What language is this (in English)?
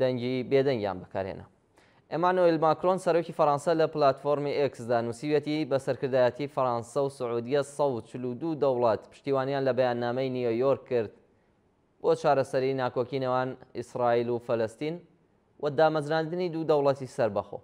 Central Kurdish